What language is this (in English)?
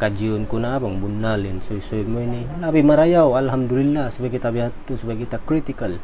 Tausug